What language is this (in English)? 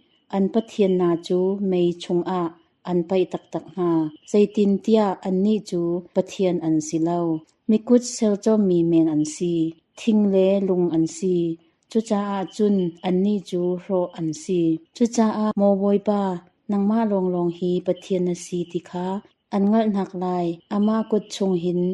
Hakha Chin